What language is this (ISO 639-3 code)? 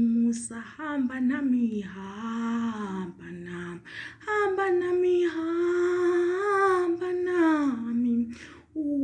zul